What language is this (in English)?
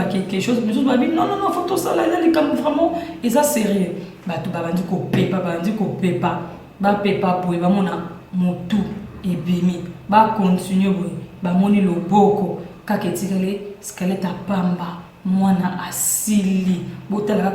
Lingala